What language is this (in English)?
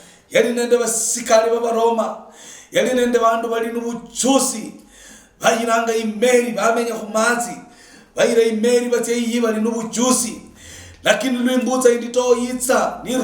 Luyia